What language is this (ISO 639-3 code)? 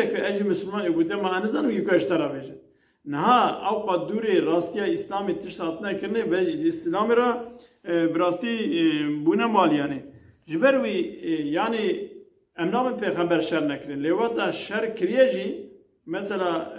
kur